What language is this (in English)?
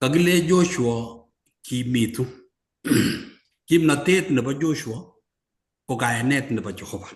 Kalenjin